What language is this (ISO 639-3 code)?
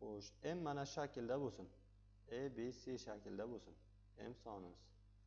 uzb